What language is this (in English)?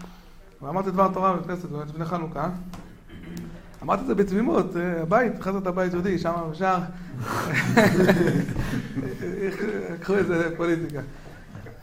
Hebrew